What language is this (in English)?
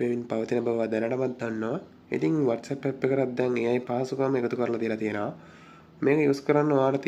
Sinhala